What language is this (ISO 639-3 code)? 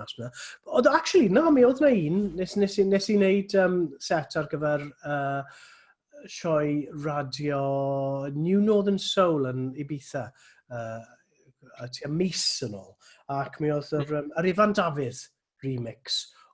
cym